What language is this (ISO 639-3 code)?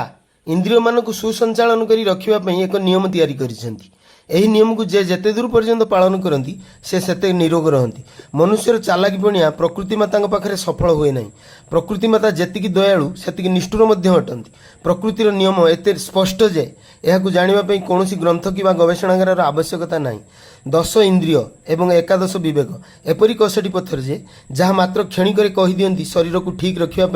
ori